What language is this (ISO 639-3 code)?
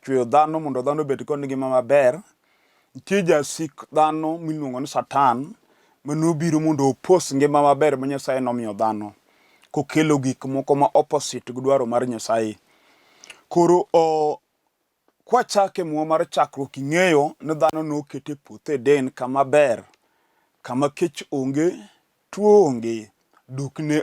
luo